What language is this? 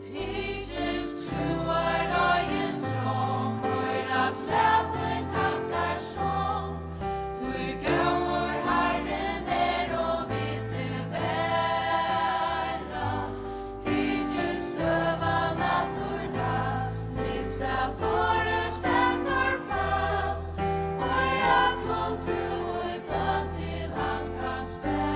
Faroese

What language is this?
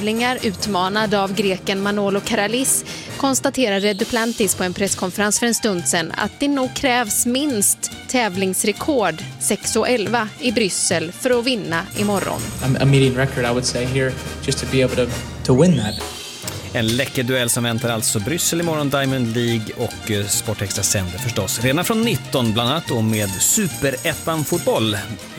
Swedish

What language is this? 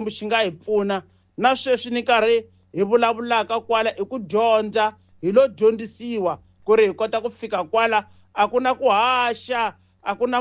Tsonga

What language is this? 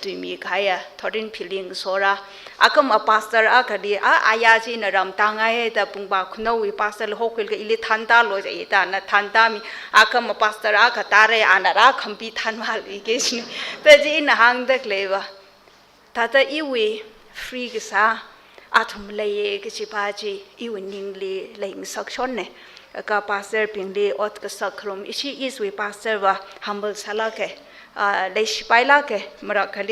Tangkhul Naga (India)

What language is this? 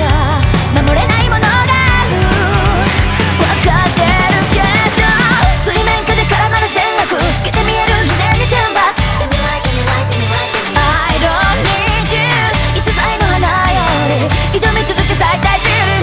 Japanese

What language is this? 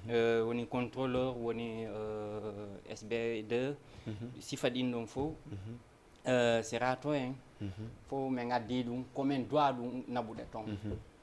Fula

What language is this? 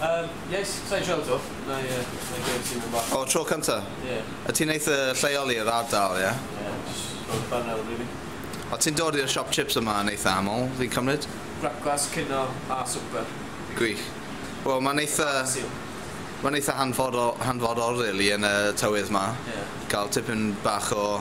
Welsh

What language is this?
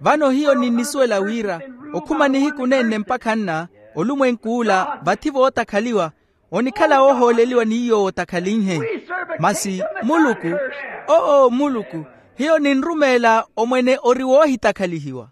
Makhuwa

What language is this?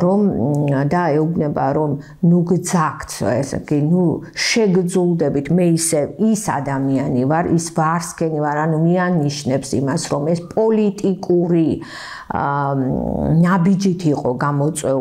Georgian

